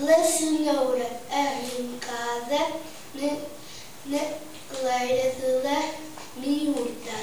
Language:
Mirandese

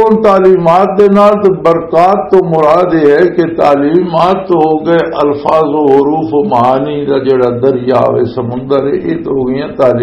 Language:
Western Panjabi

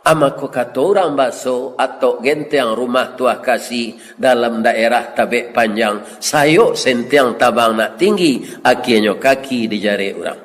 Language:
Minangkabau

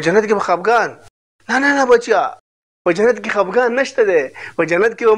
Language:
Pashto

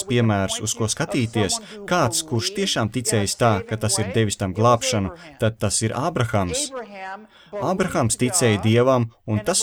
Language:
Latvian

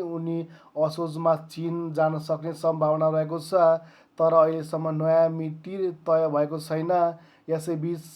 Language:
Nepali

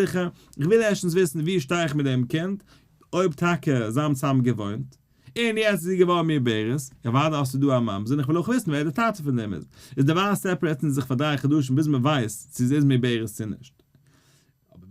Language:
Yiddish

